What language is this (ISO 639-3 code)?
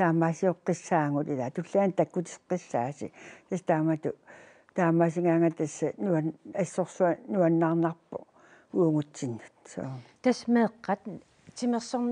kal